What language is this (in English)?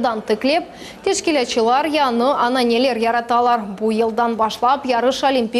Crimean Tatar